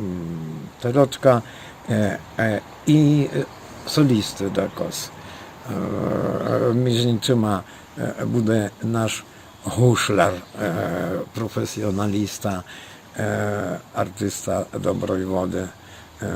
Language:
Rusyn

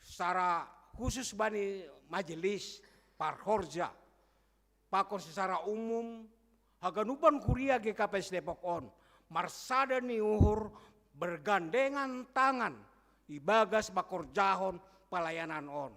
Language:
Batak Simalungun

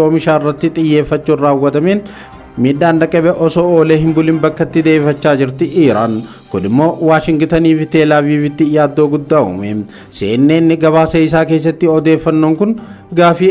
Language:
Oromo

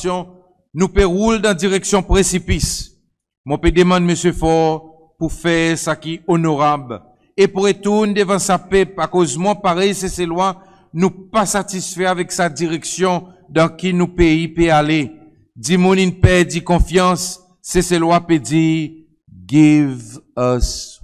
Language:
Seselwa Creole French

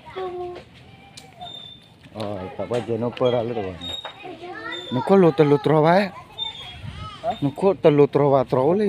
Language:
S'gaw Karen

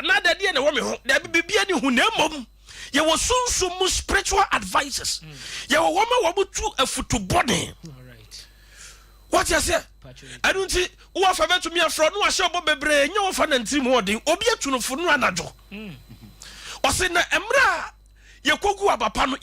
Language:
Akan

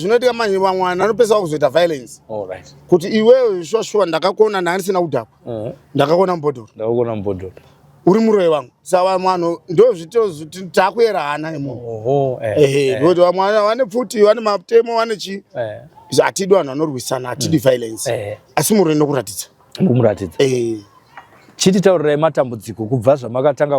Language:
Shona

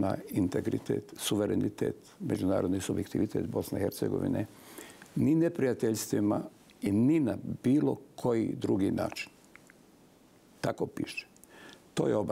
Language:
Bosnian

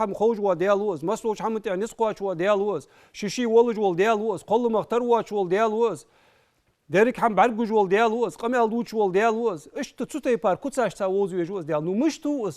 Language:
Ingush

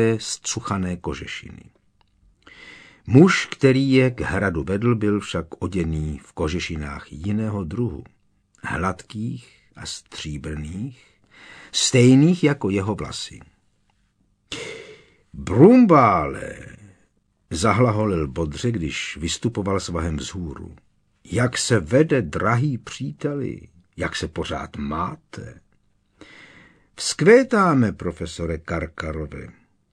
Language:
Czech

